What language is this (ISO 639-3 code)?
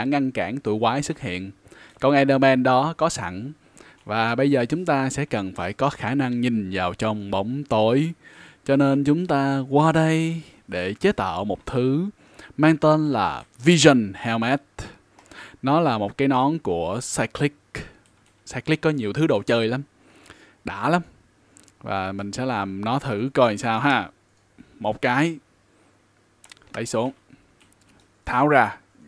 vie